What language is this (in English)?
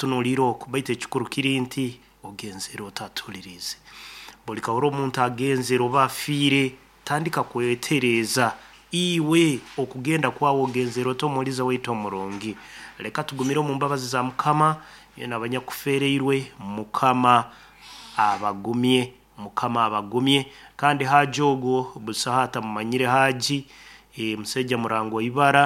Nyankole